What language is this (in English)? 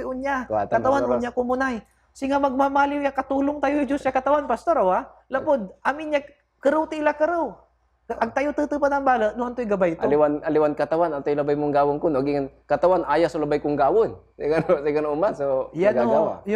Pangasinan